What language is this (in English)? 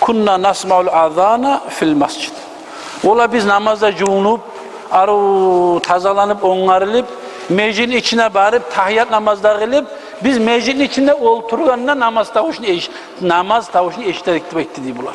Kumyk